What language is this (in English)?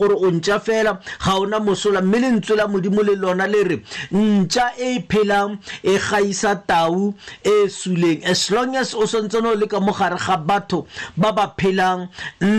Tswana